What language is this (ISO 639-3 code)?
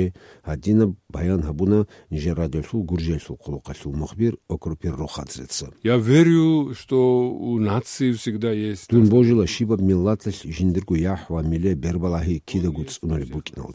ava